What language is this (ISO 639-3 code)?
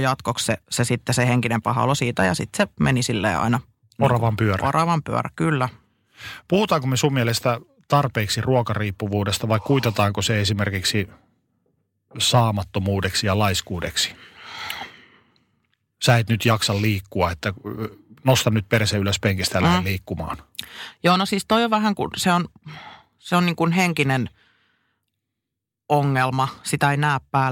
fin